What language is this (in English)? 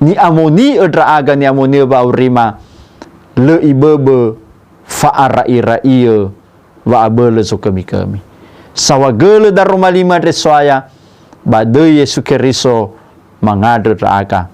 Nias